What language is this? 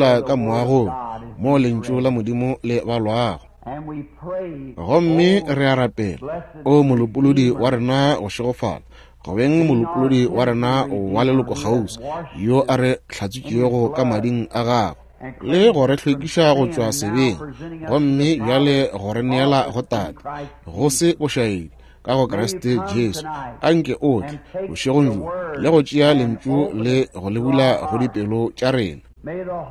Northern Sotho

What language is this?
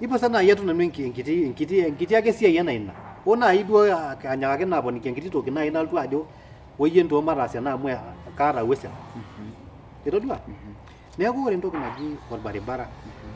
Masai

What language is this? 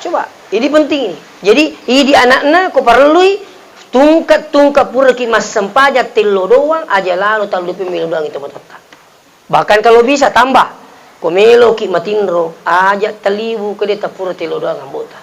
Buginese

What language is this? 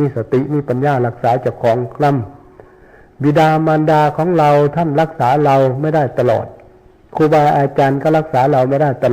Northeastern Thai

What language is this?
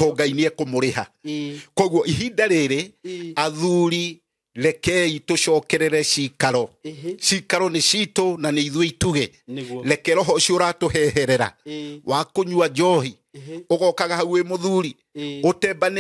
Kikuyu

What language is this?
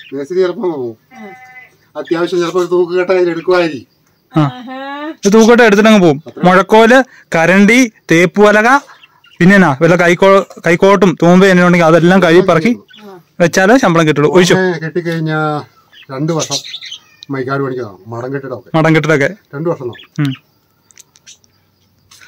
Malayalam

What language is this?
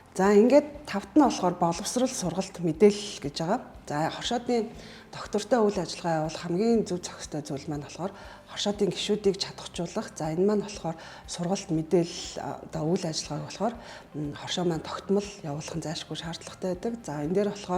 Mongolian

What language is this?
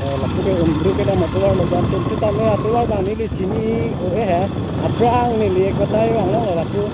Karbi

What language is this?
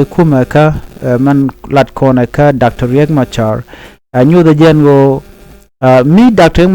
Nuer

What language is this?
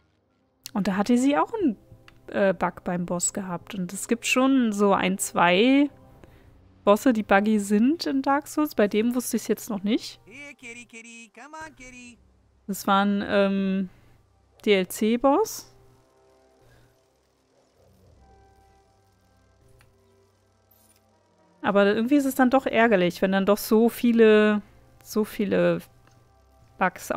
German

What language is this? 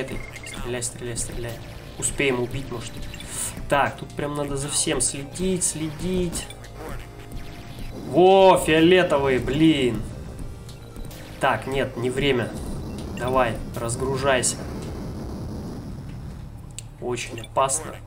Russian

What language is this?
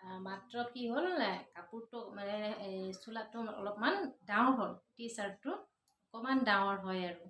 Assamese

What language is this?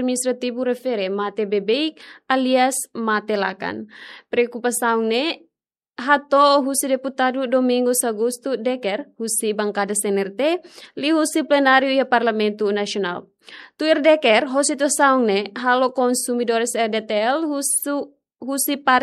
Tetum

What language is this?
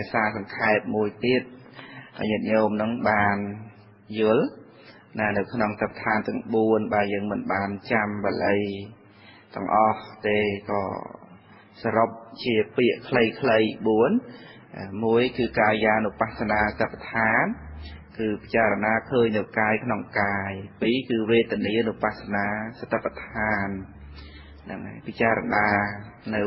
Khmer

